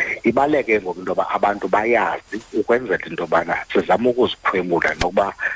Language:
Xhosa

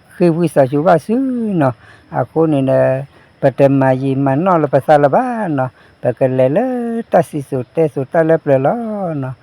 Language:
S'gaw Karen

